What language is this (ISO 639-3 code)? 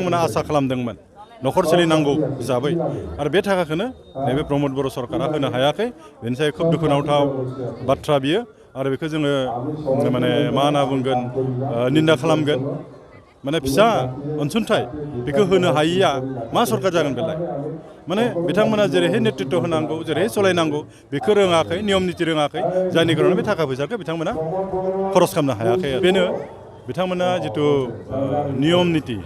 brx